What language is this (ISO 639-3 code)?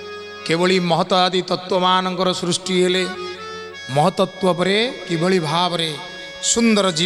ori